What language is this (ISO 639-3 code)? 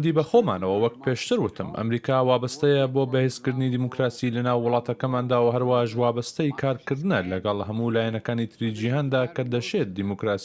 ckb